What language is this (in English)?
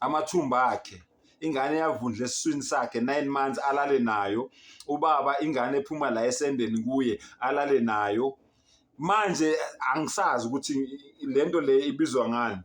Zulu